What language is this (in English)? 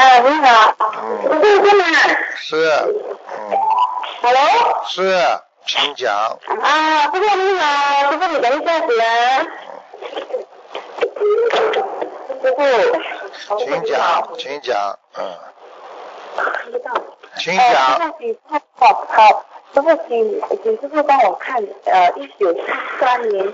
Chinese